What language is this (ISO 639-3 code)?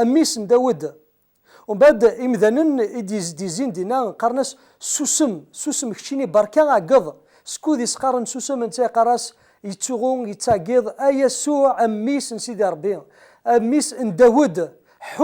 kab